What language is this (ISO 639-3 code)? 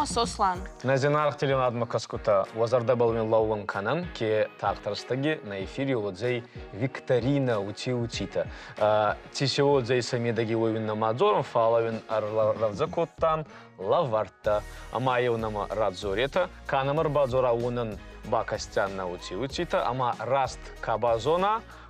oss